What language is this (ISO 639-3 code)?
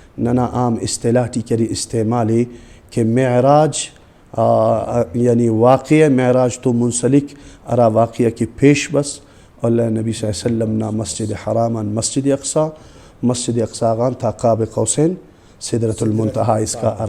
brh